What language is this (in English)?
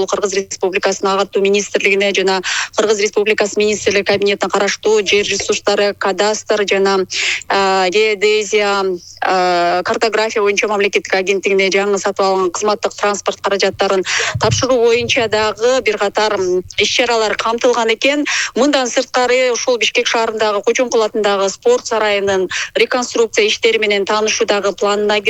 Kyrgyz